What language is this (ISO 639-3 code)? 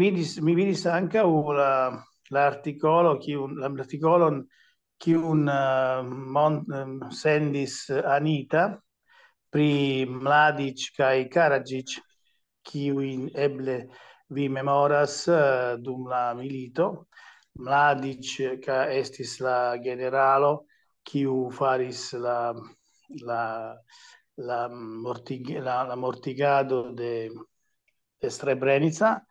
epo